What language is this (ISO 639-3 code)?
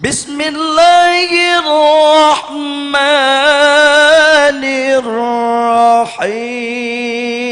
sun